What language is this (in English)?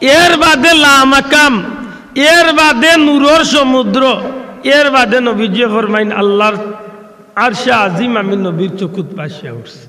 Sylheti